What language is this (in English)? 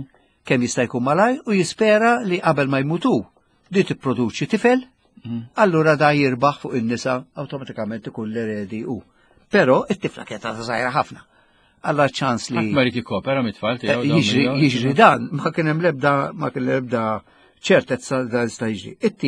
Maltese